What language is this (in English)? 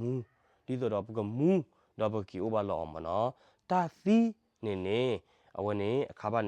S'gaw Karen